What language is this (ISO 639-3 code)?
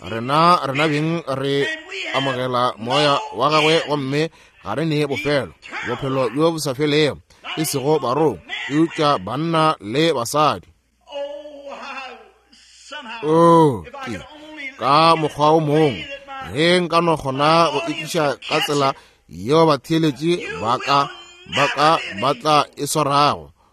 nso